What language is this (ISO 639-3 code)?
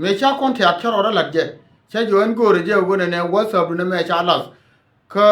nus